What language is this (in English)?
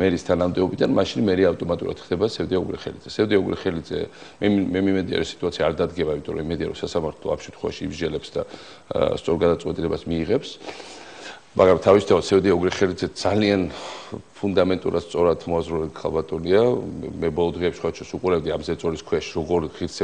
Georgian